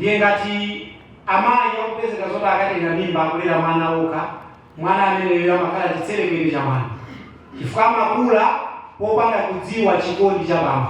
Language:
Nyanja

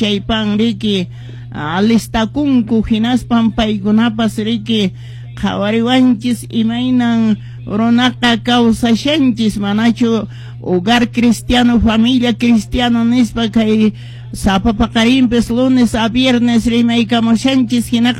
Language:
Quechua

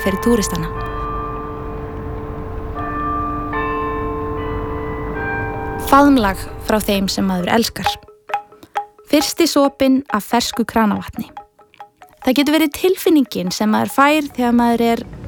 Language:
Icelandic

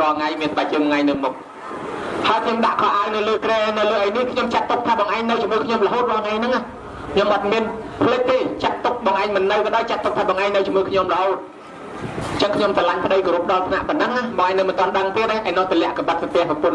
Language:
Khmer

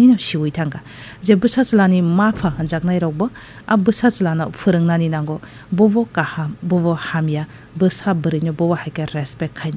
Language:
Kok Borok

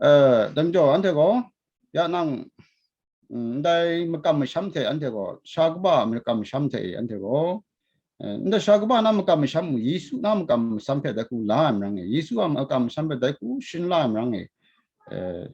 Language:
Kachin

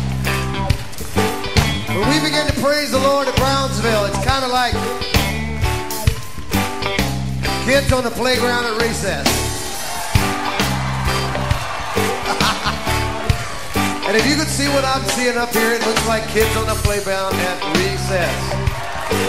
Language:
English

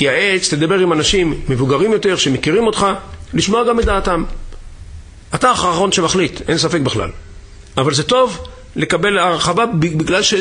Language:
Hebrew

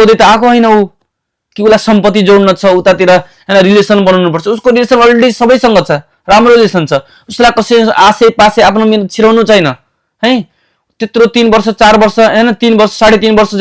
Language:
Nepali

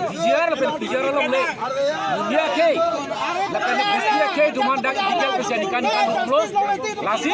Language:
Karbi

